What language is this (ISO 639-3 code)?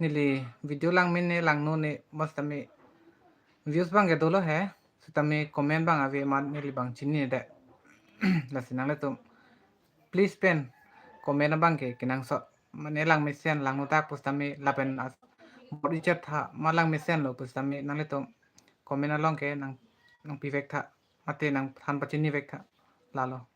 mjw